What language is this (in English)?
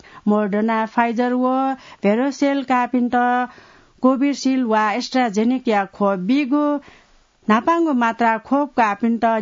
Newari